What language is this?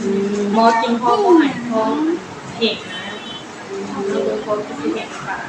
Northeastern Thai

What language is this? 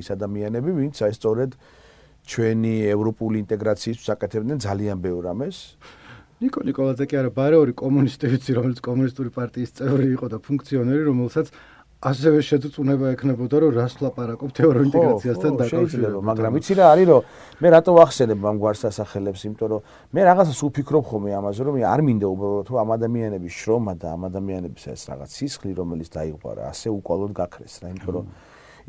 Georgian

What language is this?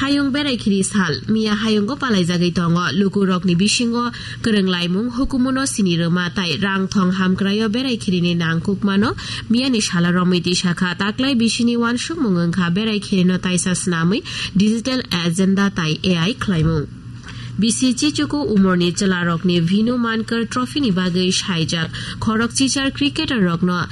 Kok Borok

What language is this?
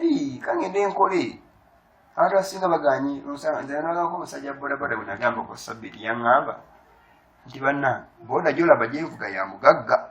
Ganda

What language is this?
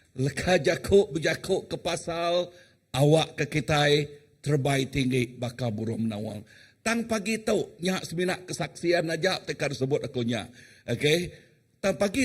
Iban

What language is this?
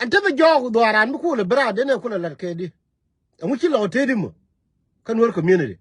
Nuer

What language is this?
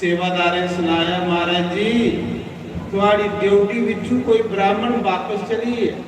Dogri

